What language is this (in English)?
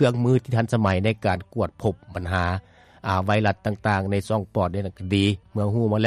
Lao